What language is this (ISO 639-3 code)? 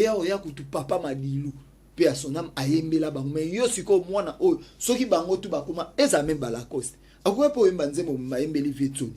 lin